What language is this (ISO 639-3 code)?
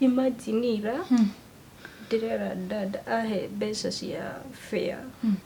kik